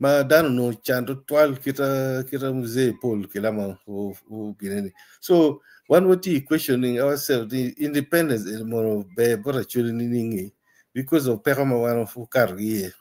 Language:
Acoli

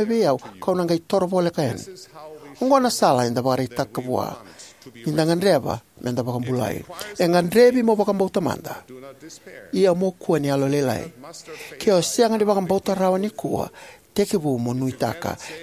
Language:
Fijian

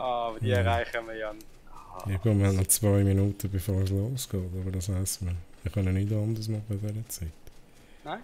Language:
Swiss German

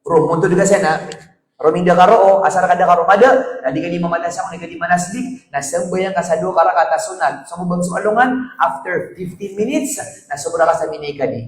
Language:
Maranao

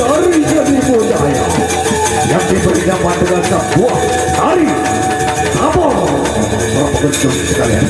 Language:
Sasak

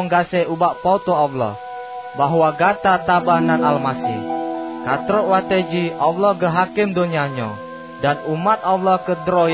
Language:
Achinese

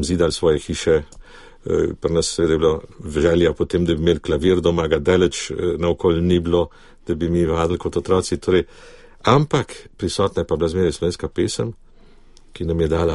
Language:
Slovenian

